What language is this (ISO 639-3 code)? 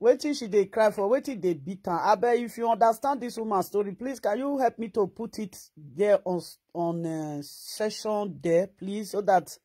pcm